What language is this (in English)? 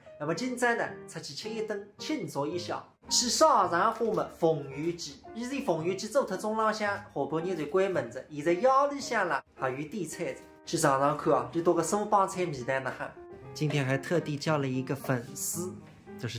Wu Chinese